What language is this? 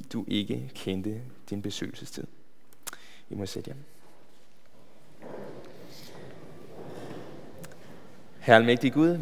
Danish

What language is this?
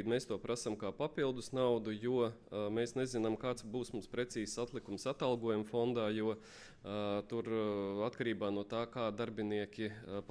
Latvian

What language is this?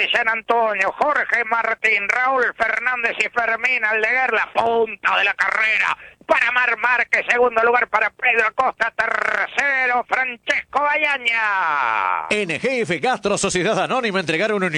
Spanish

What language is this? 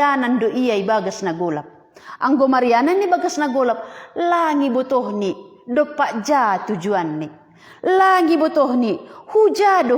Batak Simalungun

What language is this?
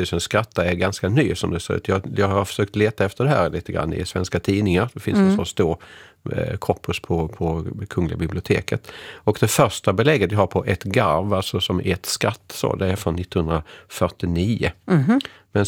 Swedish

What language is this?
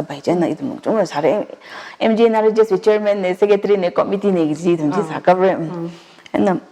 Tangkhul Naga (India)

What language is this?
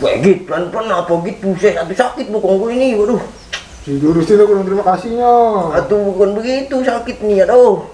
Betawi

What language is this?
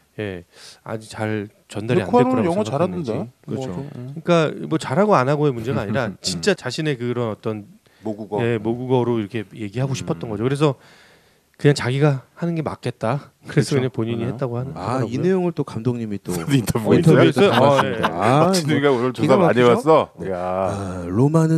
Korean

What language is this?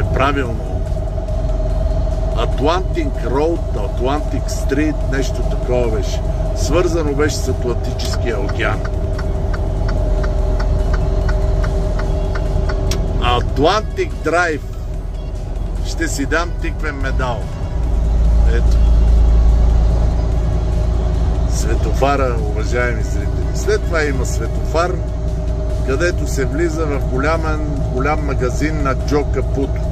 Bulgarian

